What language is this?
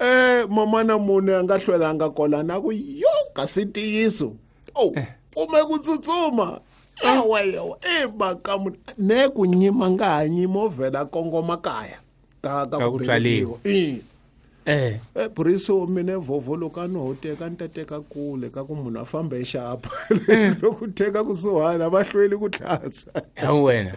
Tsonga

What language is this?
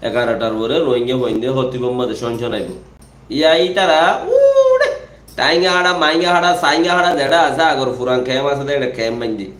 Rohingya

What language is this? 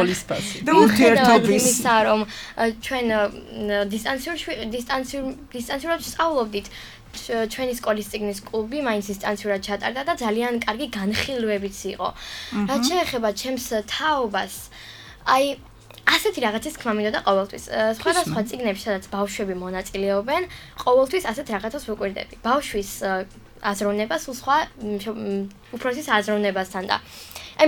Georgian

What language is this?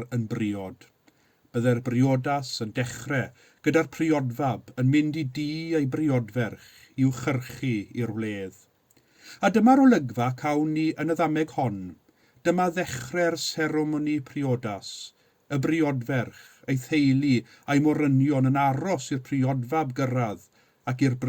Welsh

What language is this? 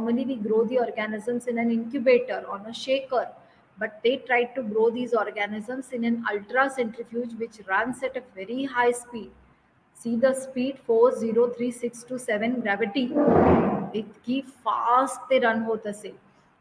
English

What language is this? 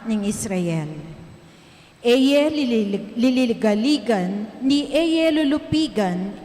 Pampanga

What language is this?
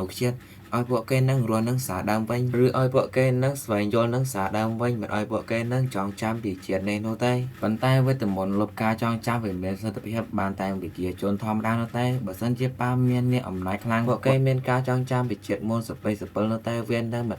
Khmer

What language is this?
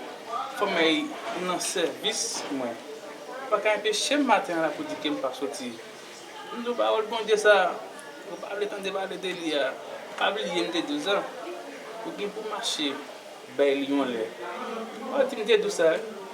Haitian Creole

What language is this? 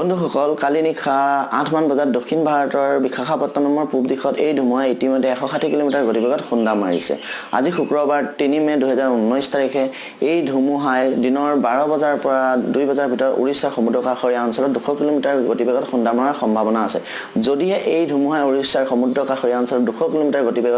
Assamese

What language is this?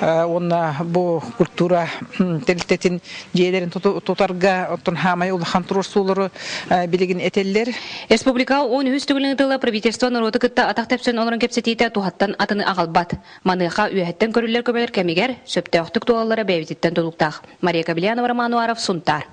Yakut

